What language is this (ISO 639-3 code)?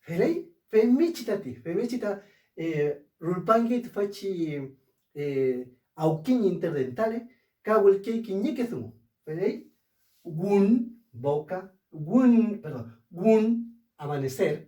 arn